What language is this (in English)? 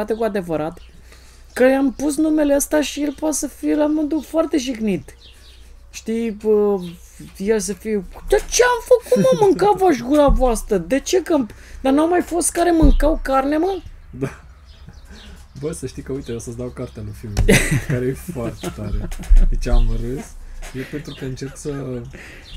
Romanian